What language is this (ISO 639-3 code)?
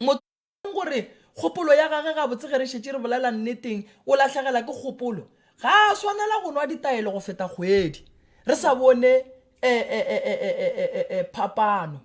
nso